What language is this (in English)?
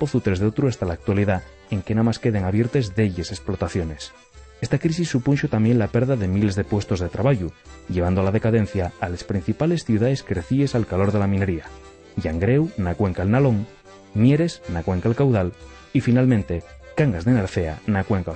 Asturian